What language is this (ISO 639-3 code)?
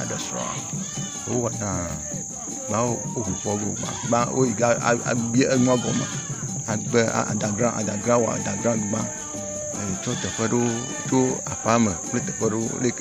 ewe